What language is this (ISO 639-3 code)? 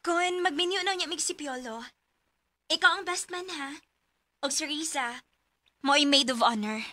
ceb